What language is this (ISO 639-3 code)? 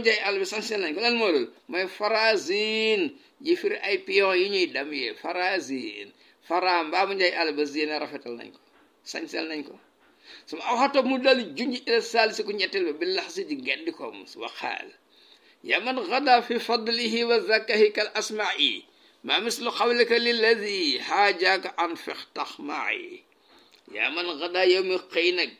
wol